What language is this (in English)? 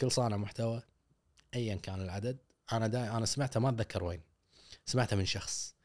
Gulf Arabic